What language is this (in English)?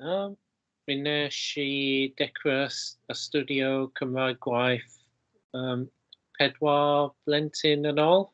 Welsh